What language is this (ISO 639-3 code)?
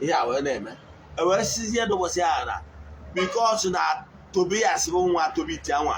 ibo